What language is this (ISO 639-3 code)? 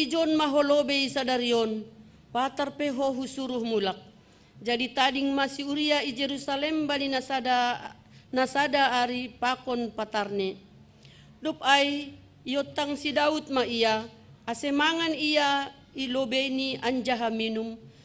bts